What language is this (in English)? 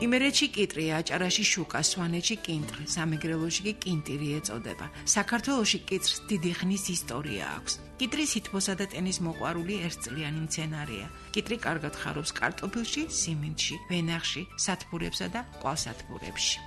Georgian